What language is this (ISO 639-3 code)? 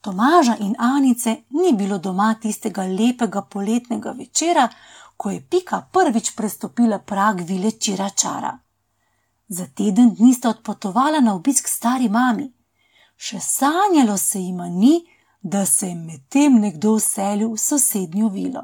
slv